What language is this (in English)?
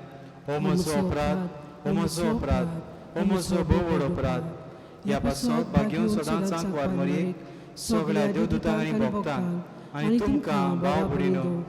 Konkani